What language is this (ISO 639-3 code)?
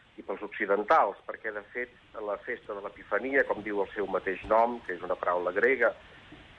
cat